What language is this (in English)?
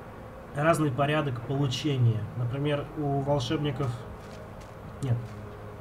Russian